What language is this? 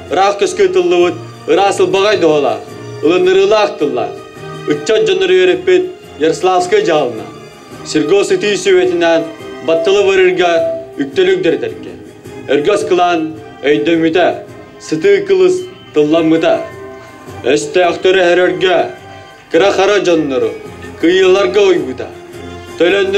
Yakut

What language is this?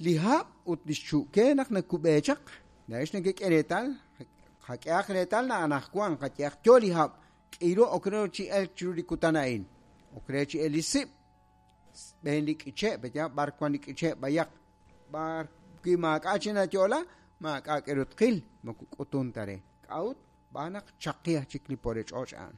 Kekchí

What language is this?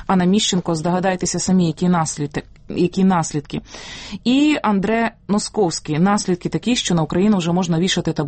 Ukrainian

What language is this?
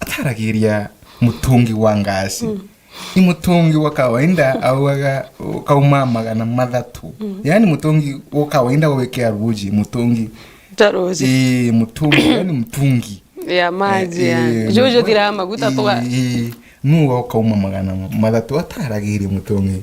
Meru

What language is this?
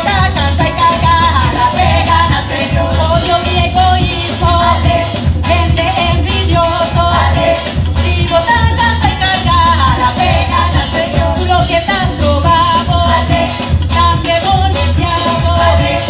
Papiamento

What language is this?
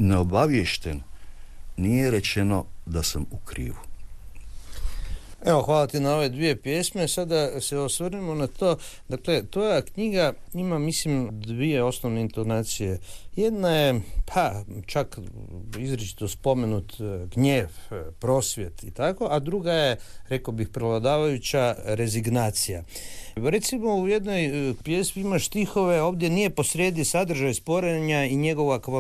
Croatian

